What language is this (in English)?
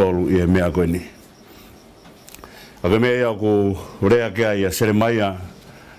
Tongan